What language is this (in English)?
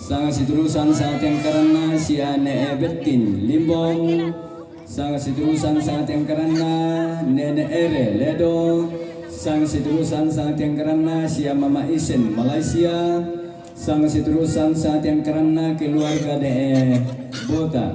Toraja-Sa'dan